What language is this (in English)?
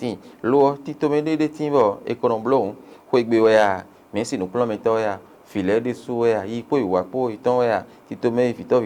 Fon